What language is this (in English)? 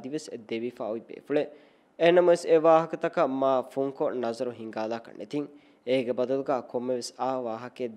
Divehi